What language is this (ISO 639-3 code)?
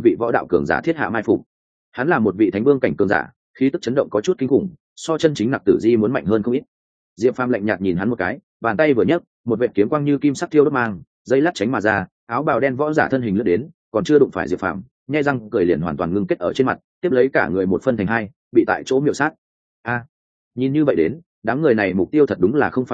vie